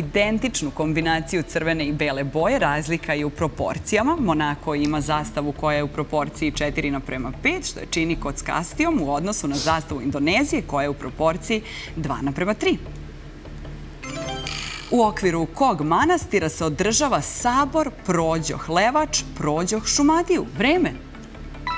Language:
Serbian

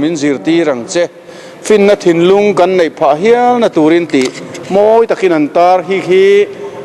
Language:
Mizo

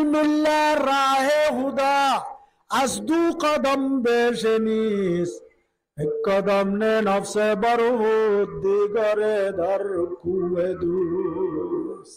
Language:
Rohingya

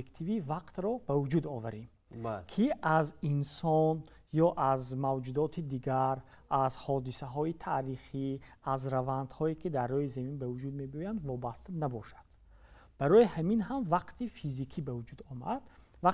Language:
Tajik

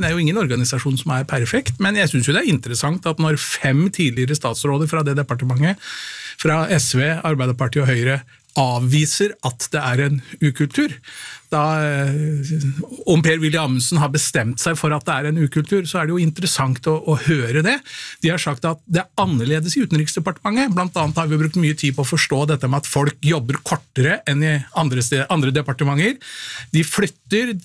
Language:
Norwegian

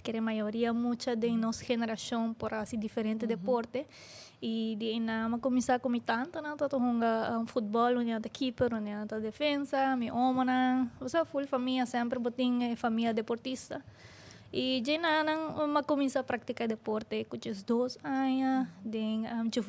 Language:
Papiamento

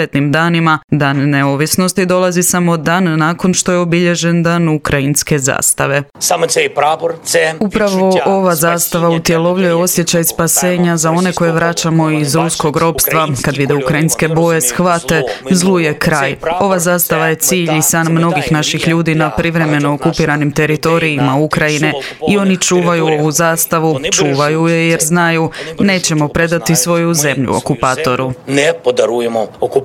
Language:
Croatian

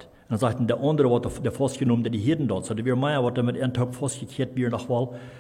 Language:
Plautdietsch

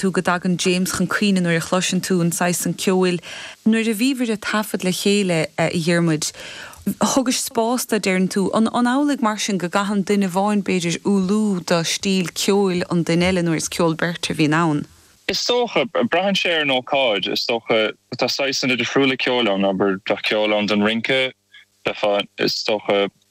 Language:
Irish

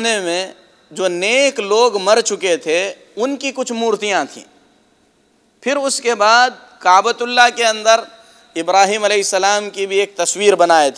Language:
Urdu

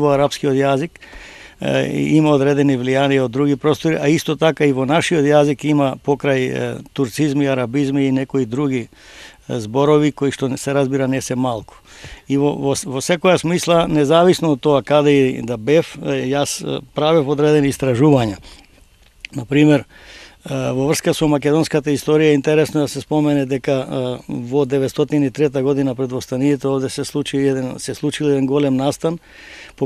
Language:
Macedonian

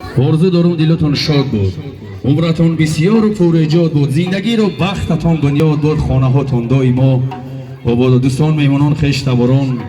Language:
Tajik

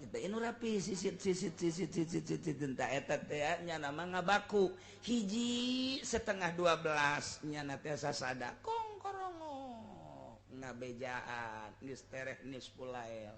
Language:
Sundanese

